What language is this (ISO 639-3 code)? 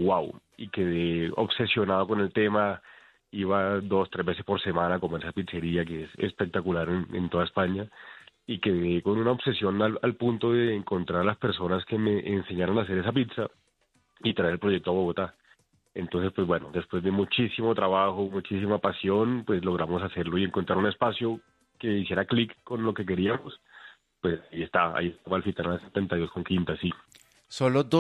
spa